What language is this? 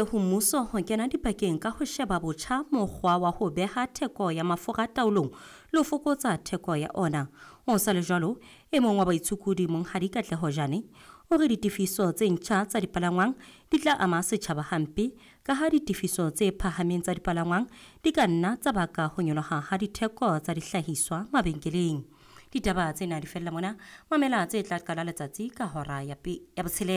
Southern Sotho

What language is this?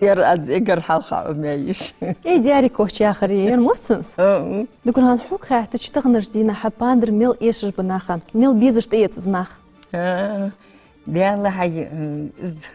Ingush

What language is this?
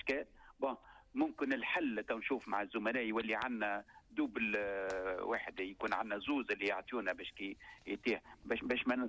Tunisian Arabic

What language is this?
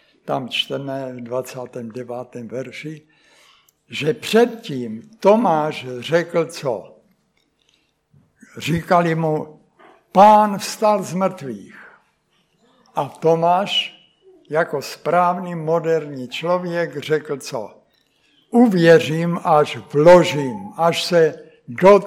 Czech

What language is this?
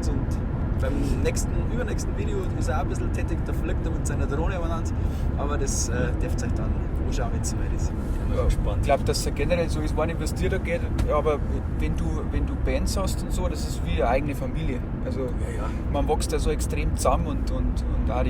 Bavarian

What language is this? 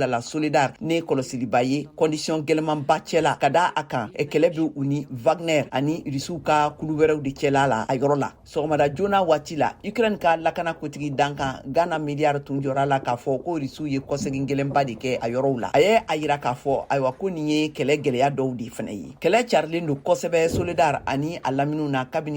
Bambara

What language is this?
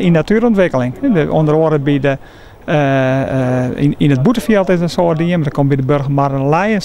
Western Frisian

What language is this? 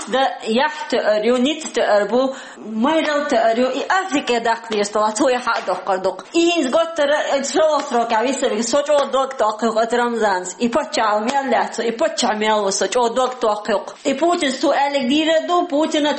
Chechen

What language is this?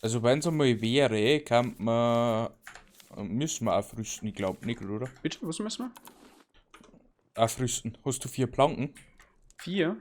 Bavarian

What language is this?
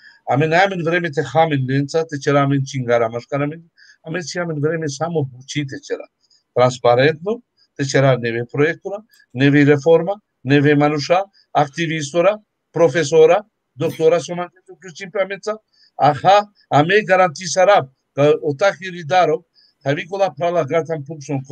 Balkan Romani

